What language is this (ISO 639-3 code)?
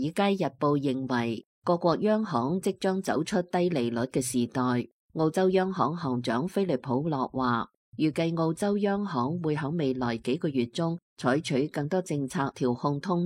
yue